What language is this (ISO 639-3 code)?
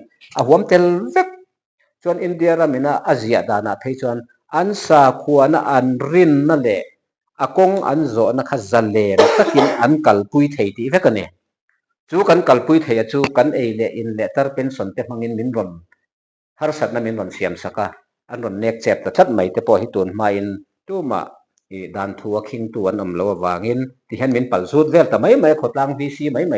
lus